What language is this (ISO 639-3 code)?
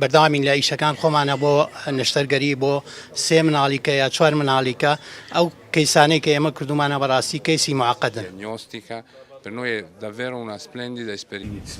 ckb